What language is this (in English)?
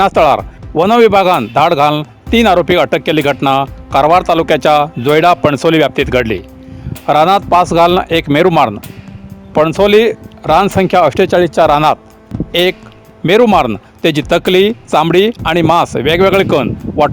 Konkani